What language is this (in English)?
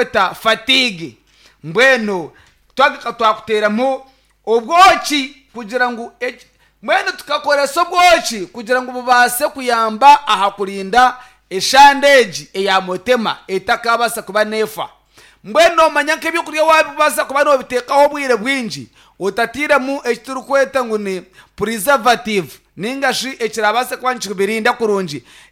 Nyankole